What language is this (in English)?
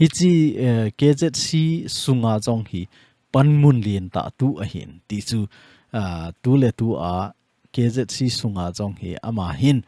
Thado Chin